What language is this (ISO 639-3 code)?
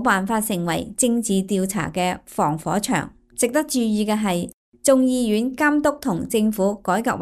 yue